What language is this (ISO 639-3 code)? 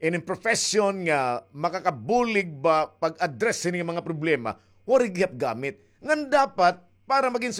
war